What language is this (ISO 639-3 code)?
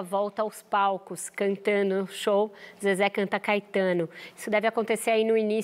por